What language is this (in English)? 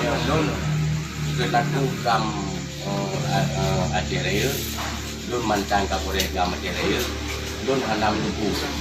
Achinese